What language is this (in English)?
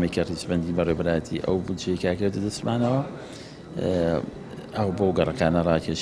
Central Kurdish